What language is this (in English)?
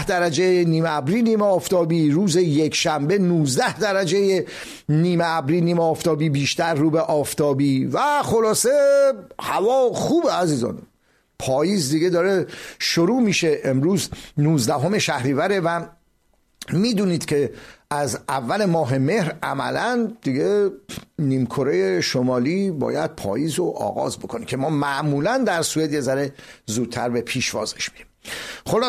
Persian